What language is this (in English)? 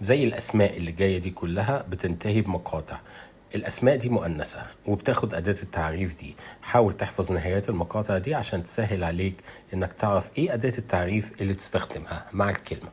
Egyptian Arabic